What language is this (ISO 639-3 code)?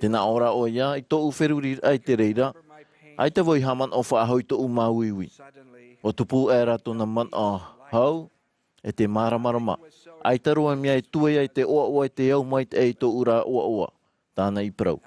tah